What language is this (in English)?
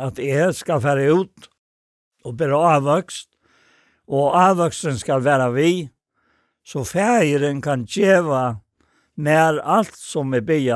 Faroese